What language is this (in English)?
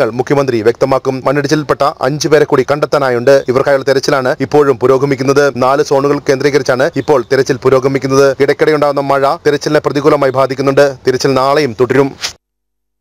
Malayalam